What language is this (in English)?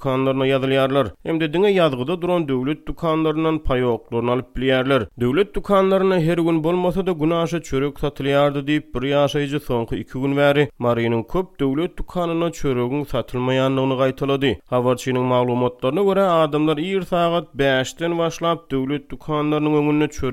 Turkmen